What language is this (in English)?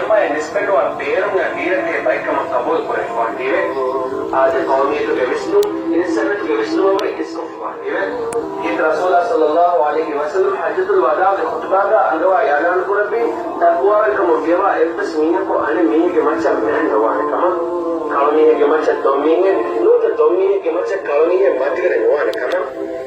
Divehi